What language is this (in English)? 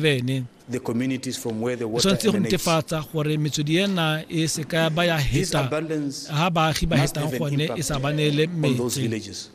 Tswana